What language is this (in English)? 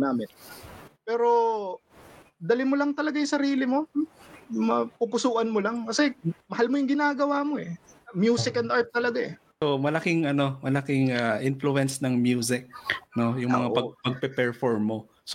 Filipino